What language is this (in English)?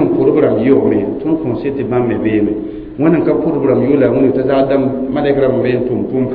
Mossi